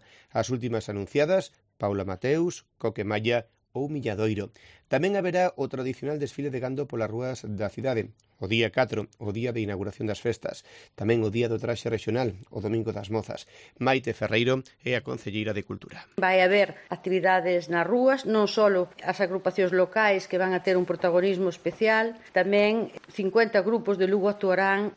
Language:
Galician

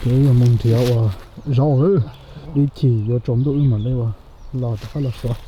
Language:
Hmong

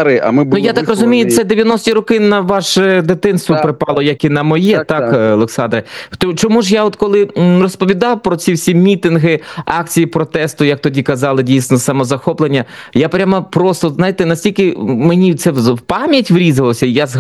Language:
Ukrainian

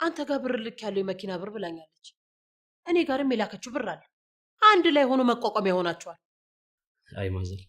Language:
Amharic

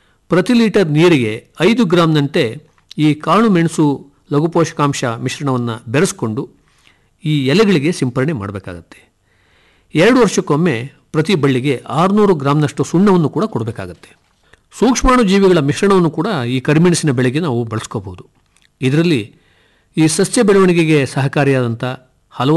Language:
Kannada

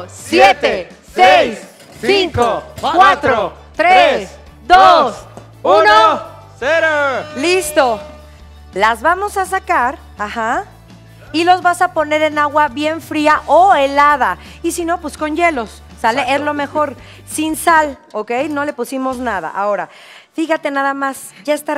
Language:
Spanish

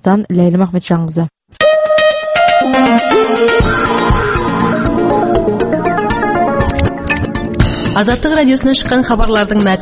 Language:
Kazakh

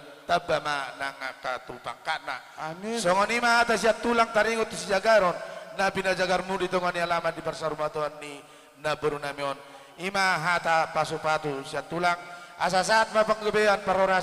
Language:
Batak Toba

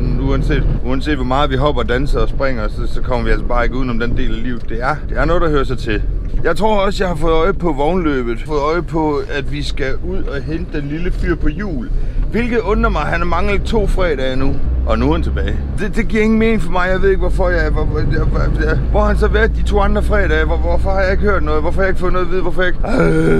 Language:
Danish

